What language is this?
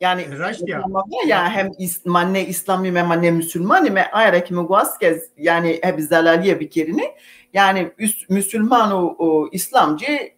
Zaza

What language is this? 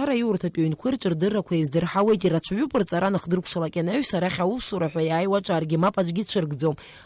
Abkhazian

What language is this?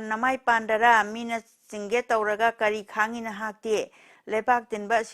Manipuri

